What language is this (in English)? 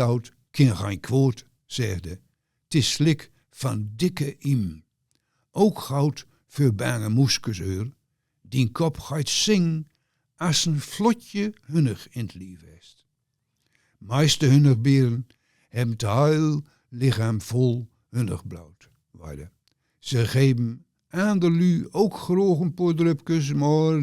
Gronings